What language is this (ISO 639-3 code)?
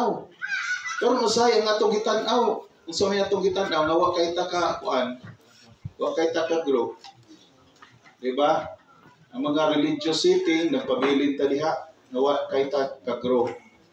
ceb